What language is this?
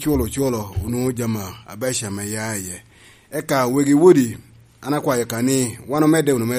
Lango (Uganda)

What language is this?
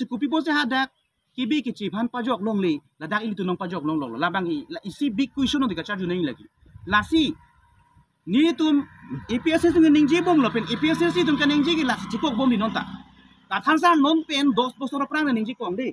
Karbi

